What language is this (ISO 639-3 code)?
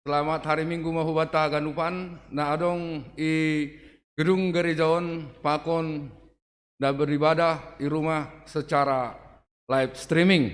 bts